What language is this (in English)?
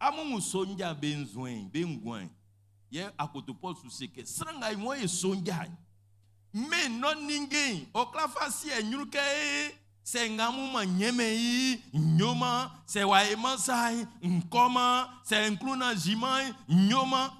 Baoulé